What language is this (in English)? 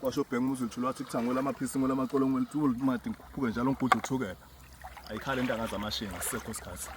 Zulu